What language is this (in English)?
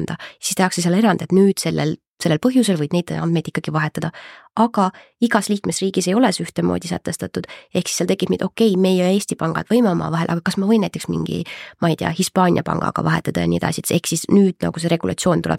Estonian